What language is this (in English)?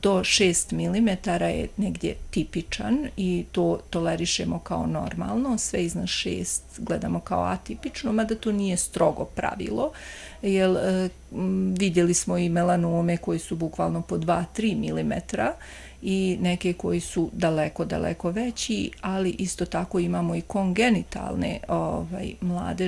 Bosnian